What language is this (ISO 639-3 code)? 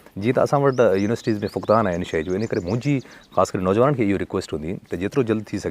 snd